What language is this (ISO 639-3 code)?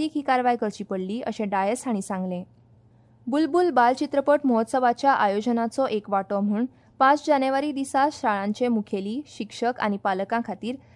kok